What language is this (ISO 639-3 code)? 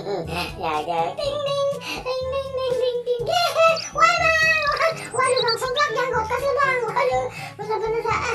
bew